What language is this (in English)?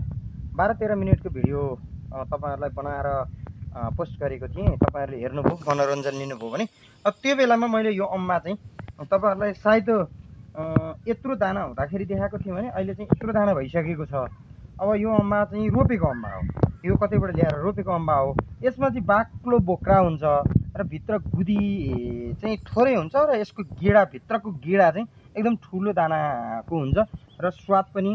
Nepali